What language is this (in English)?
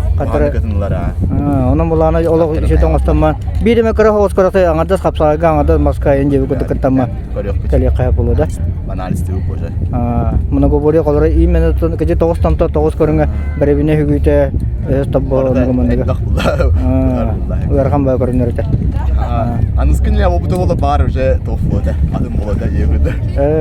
Yakut